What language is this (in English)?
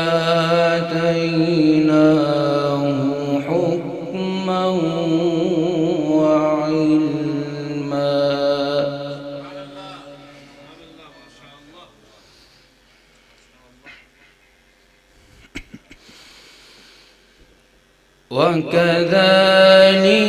Arabic